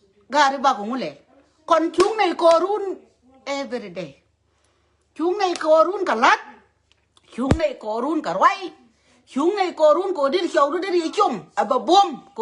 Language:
Nuer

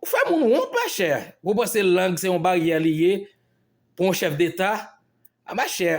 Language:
Haitian Creole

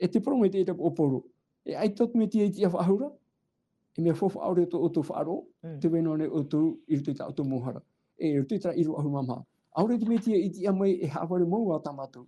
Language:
Tahitian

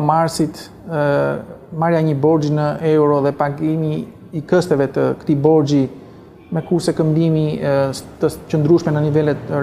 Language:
Albanian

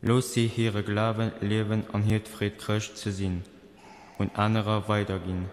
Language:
Luxembourgish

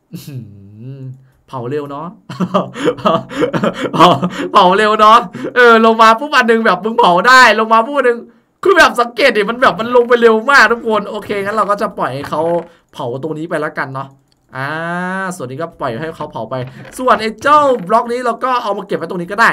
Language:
Thai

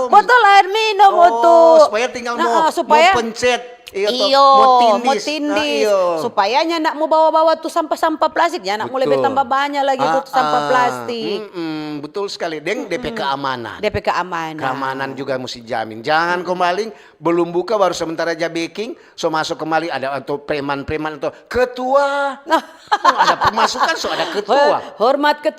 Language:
Manado Malay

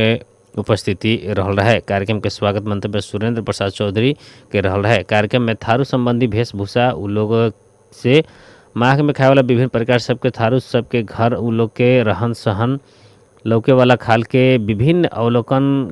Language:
Bhojpuri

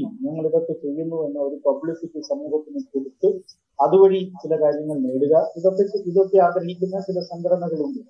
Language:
Malayalam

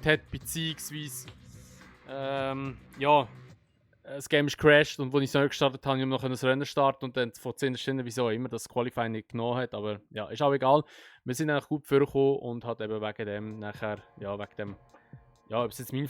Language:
Swiss German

